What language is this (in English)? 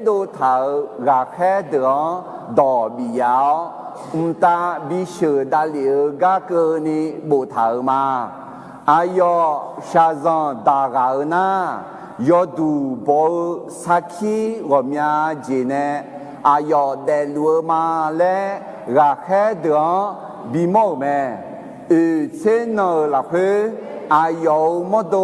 Akha